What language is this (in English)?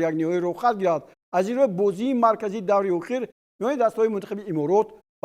Tajik